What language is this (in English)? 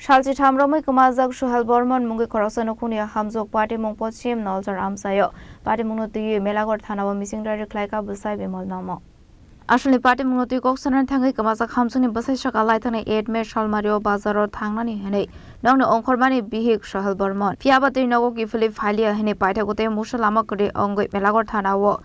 Kok Borok